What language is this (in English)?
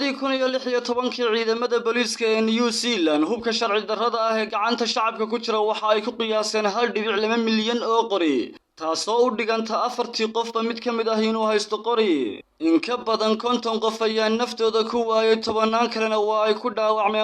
Somali